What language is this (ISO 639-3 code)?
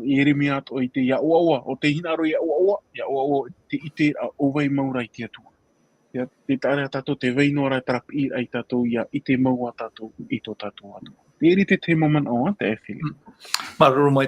tah